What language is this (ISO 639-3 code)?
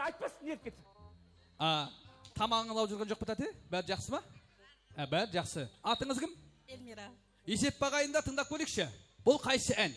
kaa